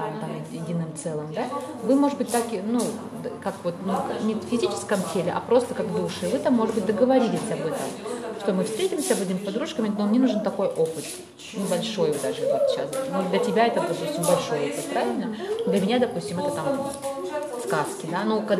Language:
Russian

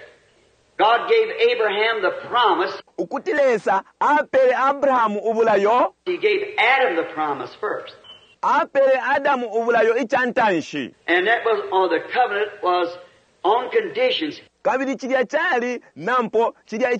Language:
Bemba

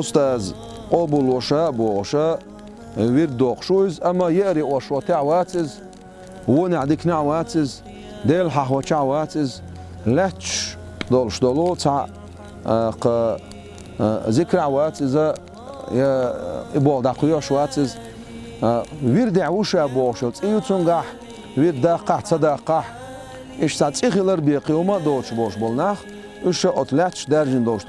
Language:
Chechen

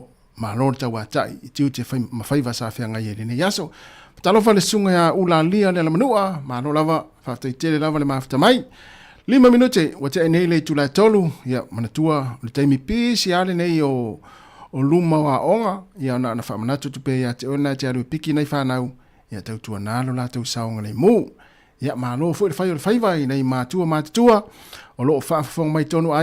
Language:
Samoan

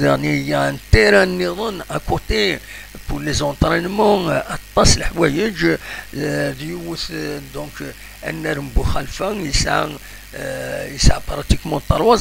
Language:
Kabyle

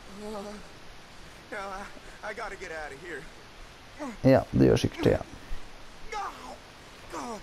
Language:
Norwegian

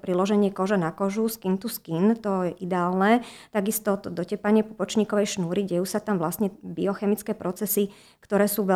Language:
Slovak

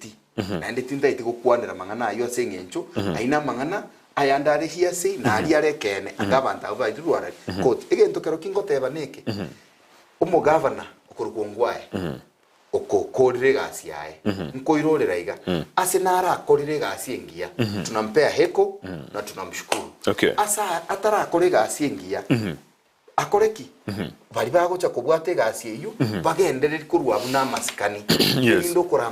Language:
Gusii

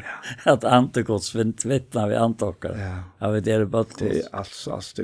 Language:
Faroese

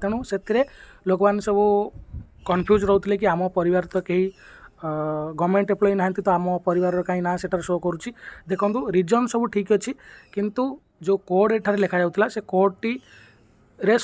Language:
Odia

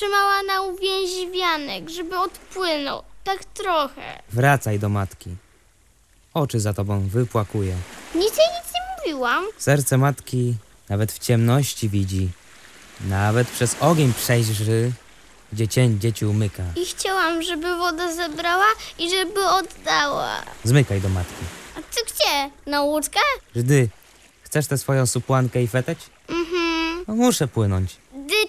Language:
Polish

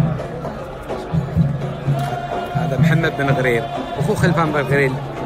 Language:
Gulf Arabic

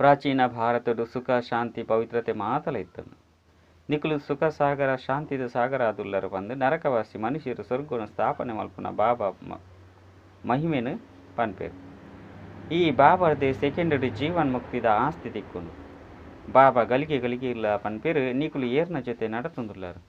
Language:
Tulu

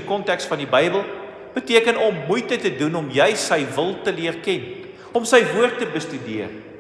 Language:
Afrikaans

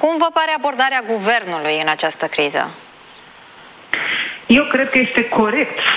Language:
Romanian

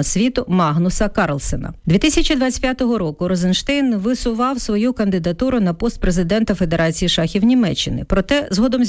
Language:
Ukrainian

